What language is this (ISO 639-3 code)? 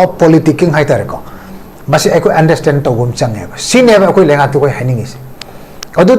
mni